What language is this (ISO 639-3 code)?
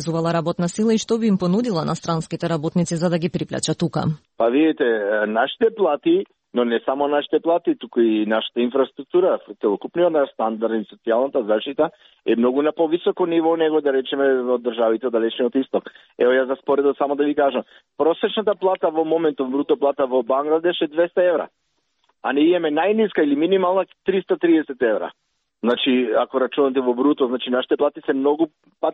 mkd